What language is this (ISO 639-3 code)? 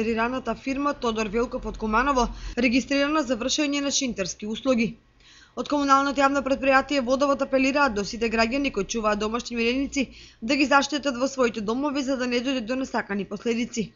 mkd